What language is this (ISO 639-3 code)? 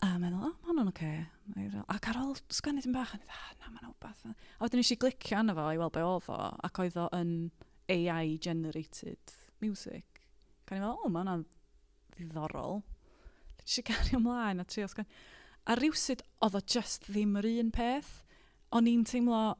cym